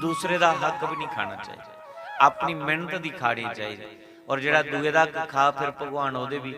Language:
Dogri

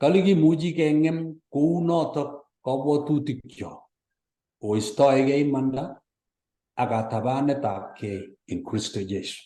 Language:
Kalenjin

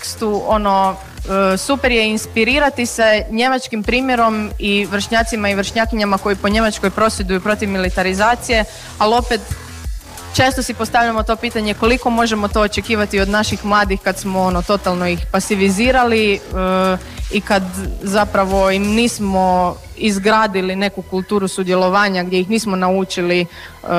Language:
Croatian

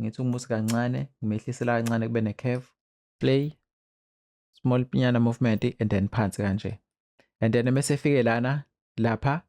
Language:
Zulu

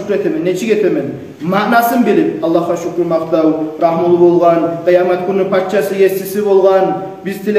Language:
Kumyk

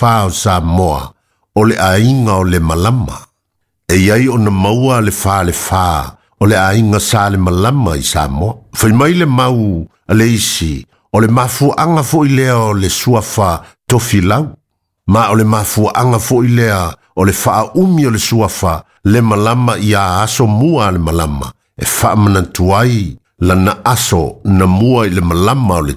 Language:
Samoan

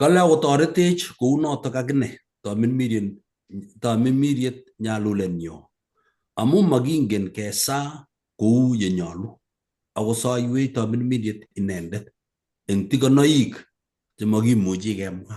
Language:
Kalenjin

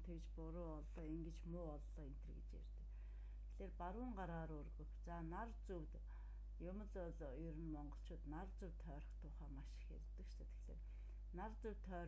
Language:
Mongolian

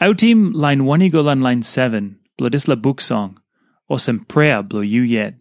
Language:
Tok Pisin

